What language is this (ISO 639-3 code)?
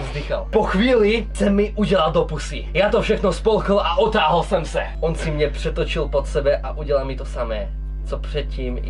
ces